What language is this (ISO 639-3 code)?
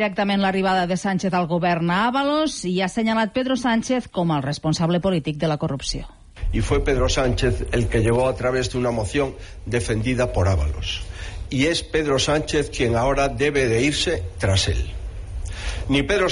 cat